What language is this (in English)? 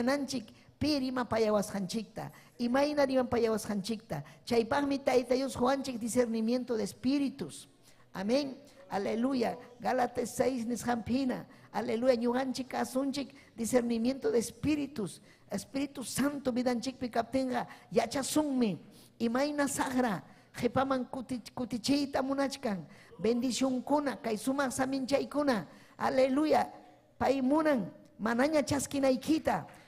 Ayacucho Quechua